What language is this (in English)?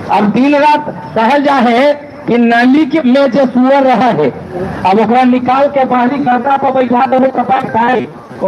Magahi